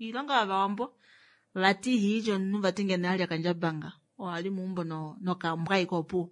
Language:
Kuanyama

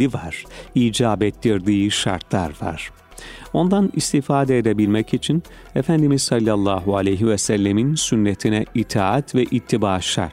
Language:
Turkish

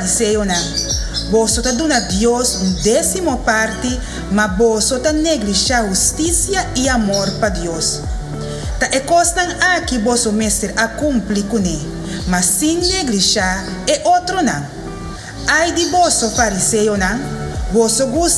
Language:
Papiamento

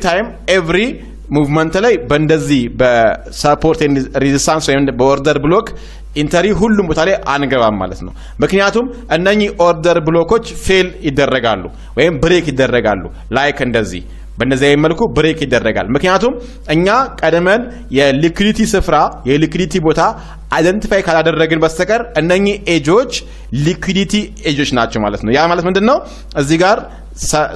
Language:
Amharic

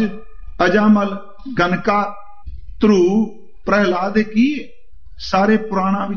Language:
Punjabi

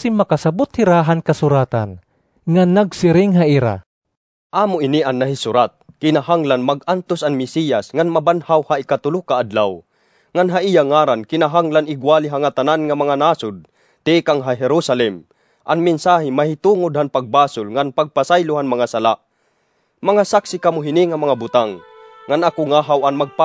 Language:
Waray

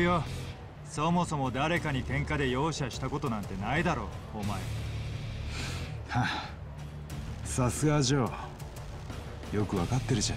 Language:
Japanese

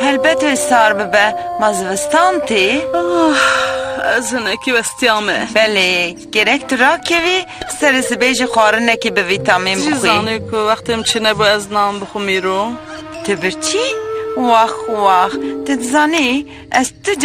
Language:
Kurdish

